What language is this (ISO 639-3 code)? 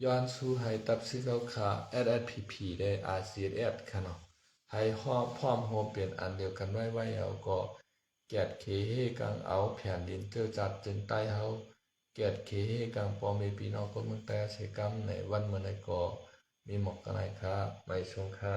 shn